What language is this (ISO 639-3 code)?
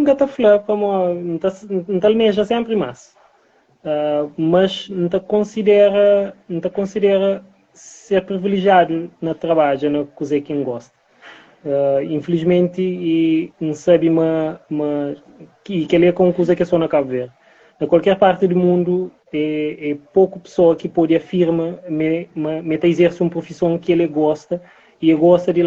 kea